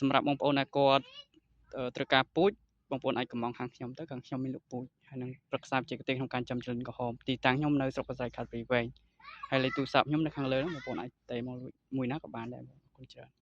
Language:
Khmer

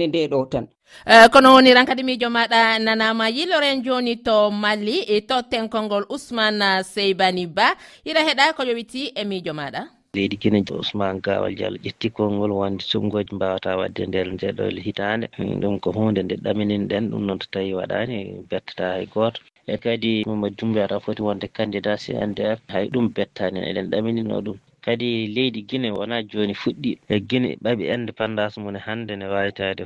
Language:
Nigerian Fulfulde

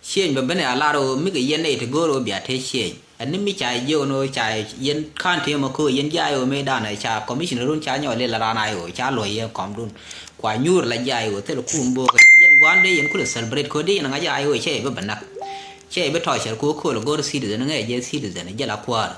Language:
Nuer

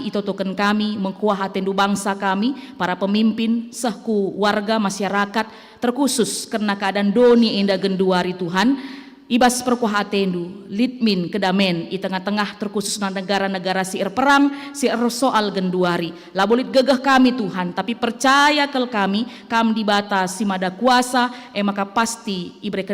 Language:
Batak Karo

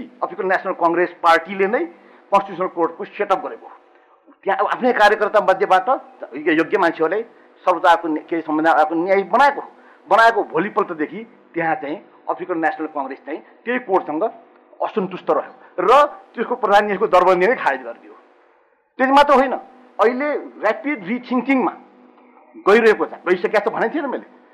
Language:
Nepali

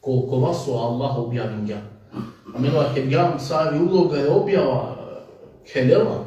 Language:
Balkan Romani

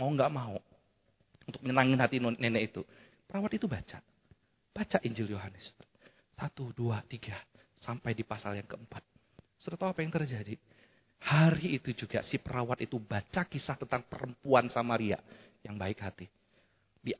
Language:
Indonesian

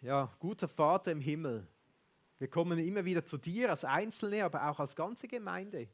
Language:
Swiss German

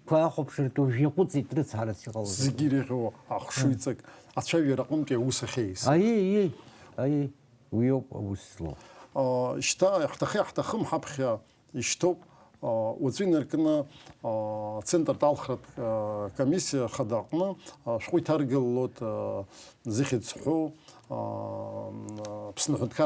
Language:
Abkhazian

